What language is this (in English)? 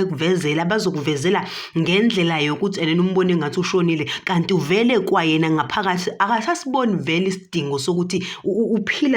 Zulu